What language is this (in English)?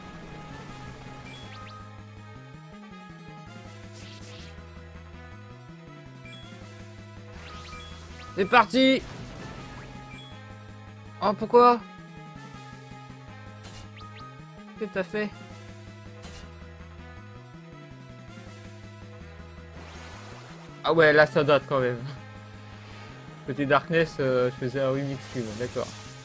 French